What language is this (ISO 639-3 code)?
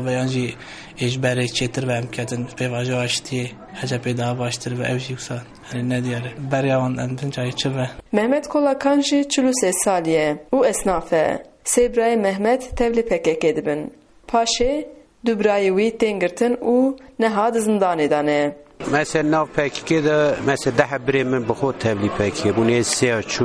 kur